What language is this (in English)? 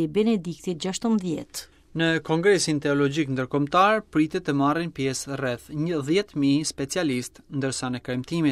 Albanian